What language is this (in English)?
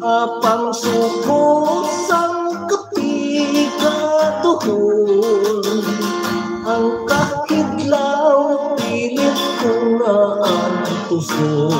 Hiligaynon